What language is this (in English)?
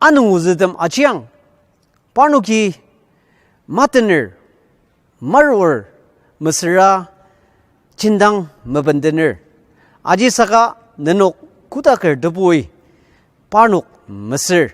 Ao Naga